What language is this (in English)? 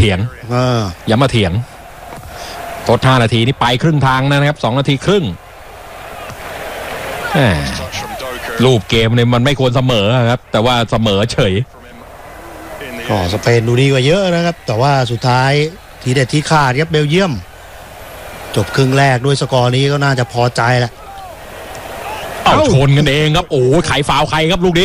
Thai